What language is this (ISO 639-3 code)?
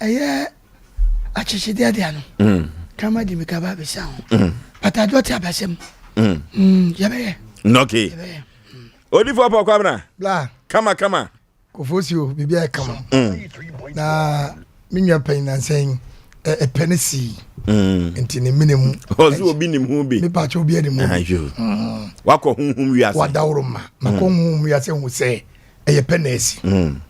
aka